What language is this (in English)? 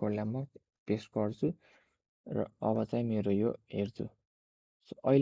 Nepali